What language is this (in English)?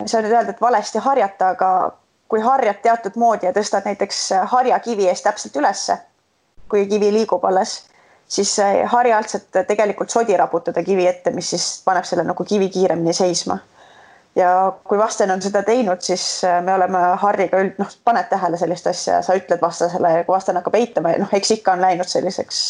Estonian